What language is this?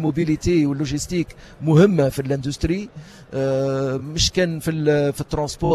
Tunisian Arabic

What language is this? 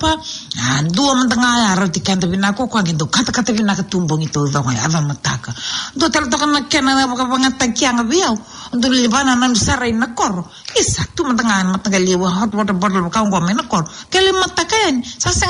Fijian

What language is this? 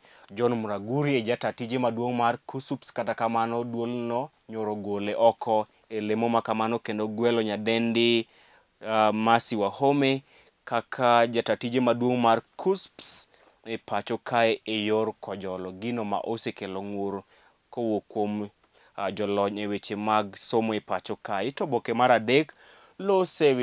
Luo (Kenya and Tanzania)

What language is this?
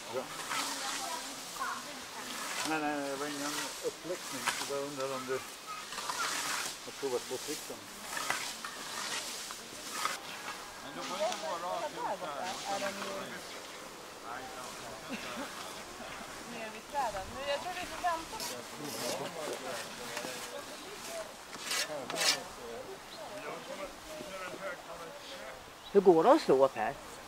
Swedish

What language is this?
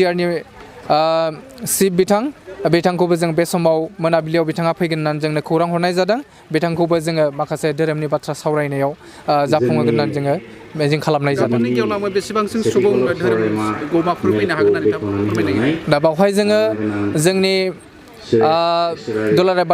Bodo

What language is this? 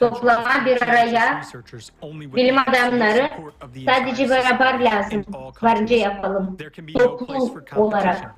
Gagauz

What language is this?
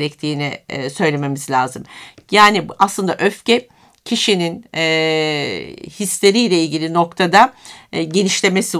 Turkish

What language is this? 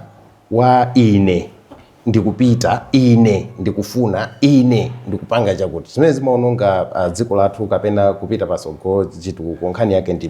Nyanja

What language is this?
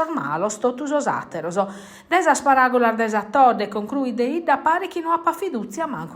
Sardinian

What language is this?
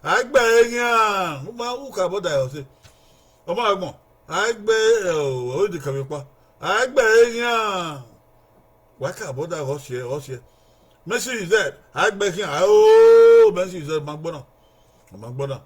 Bini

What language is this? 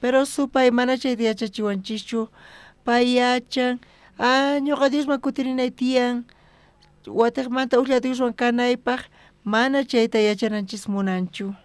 South Bolivian Quechua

